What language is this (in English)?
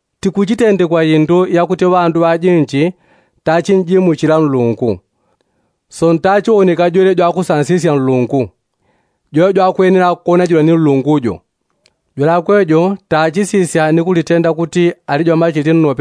Yao